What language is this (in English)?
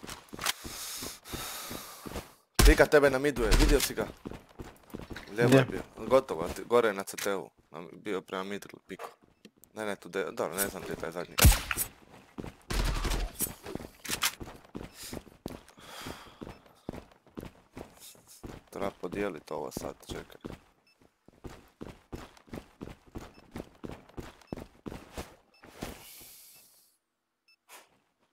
Croatian